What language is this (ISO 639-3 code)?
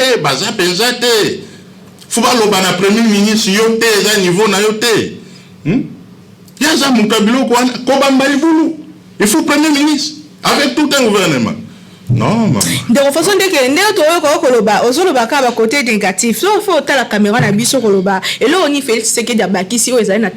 lin